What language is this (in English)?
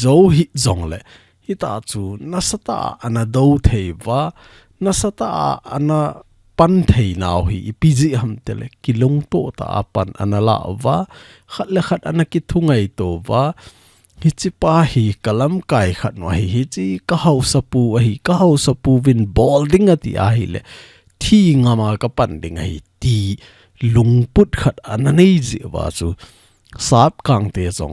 Thado Chin